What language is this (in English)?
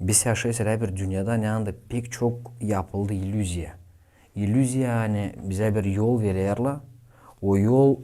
Gagauz